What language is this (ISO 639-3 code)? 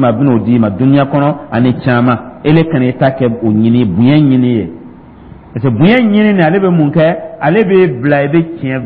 dyu